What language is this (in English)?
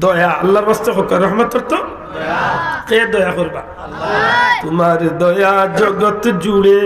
Sylheti